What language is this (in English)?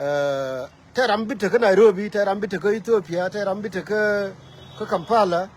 Nuer